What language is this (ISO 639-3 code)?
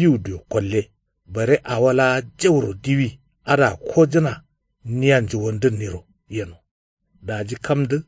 kau